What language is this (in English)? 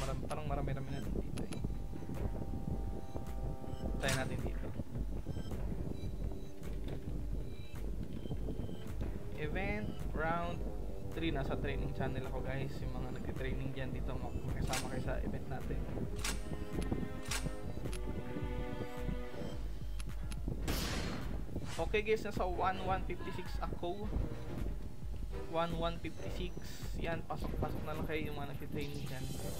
Filipino